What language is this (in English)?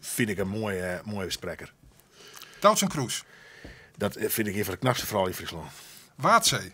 Western Frisian